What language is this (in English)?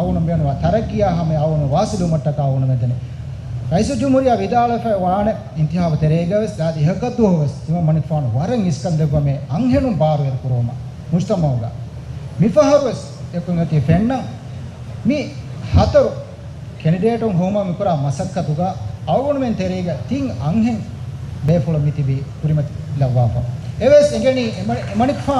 Divehi